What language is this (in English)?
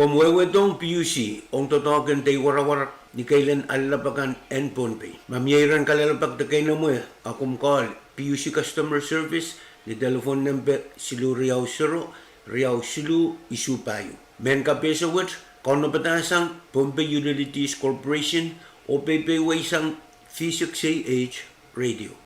Pohnpeian